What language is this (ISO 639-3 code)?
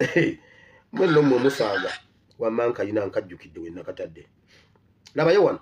lug